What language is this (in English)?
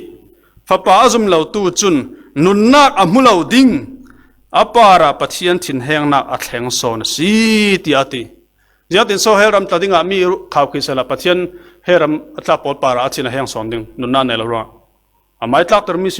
Falam Chin